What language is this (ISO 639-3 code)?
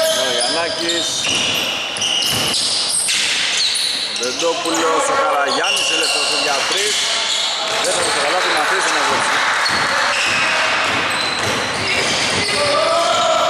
ell